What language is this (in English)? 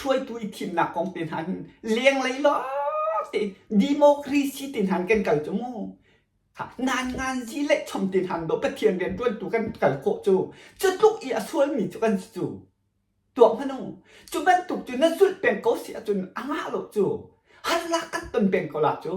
Hakha Chin